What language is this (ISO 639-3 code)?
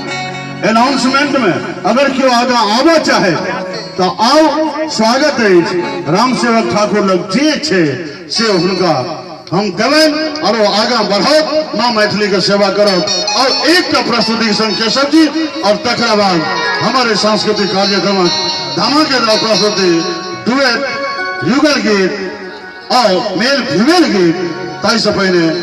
mai